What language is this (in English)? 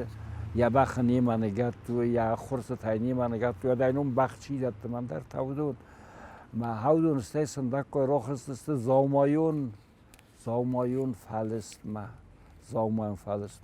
Ossetic